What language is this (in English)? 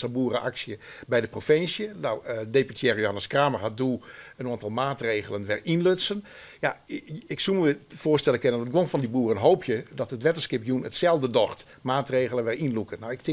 Western Frisian